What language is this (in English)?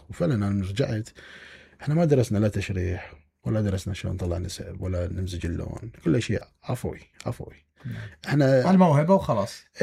Mesopotamian Arabic